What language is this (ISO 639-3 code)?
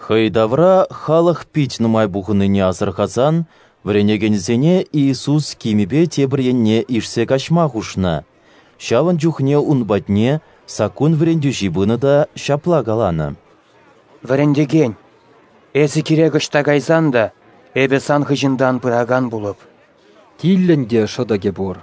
chv